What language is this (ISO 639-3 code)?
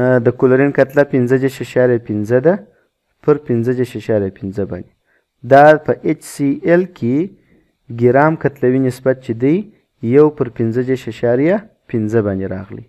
pus